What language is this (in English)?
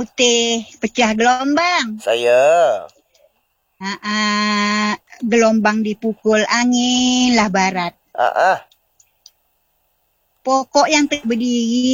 Malay